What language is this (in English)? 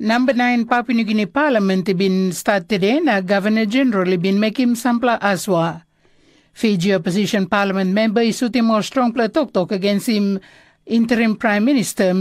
Tok Pisin